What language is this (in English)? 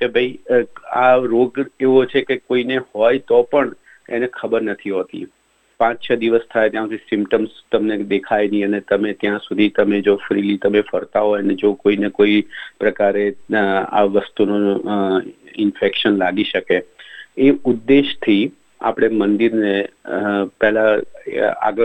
Gujarati